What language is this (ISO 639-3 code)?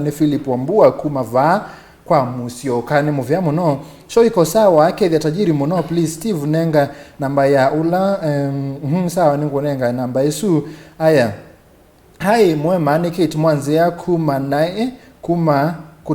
kam